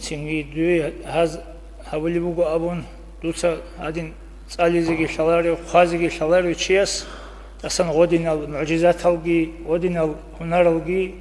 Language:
Avaric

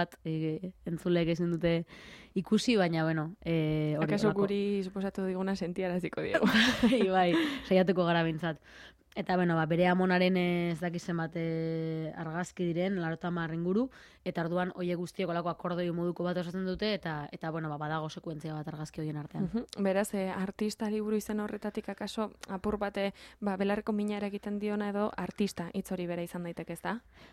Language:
Basque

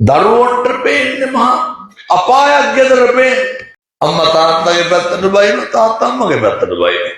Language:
Sinhala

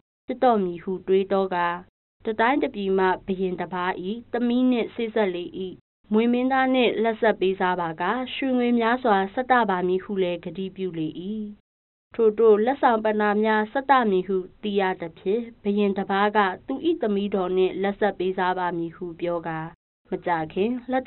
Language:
Burmese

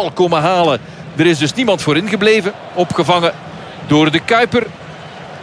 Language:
Dutch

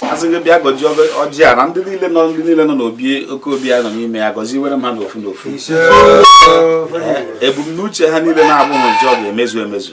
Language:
Igbo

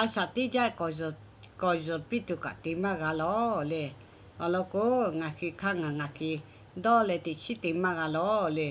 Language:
Lahu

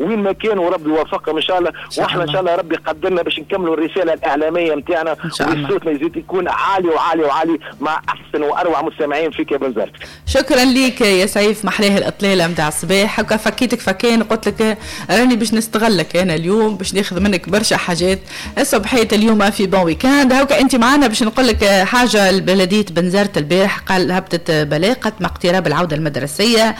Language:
Tunisian Arabic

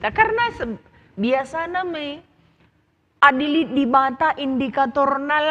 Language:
Batak Karo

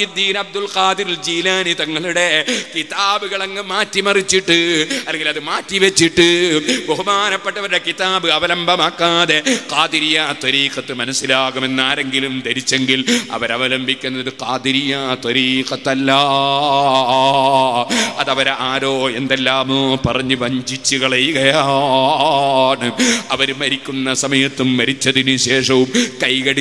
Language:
Malayalam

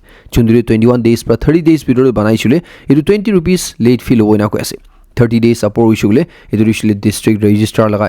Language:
Naga Pidgin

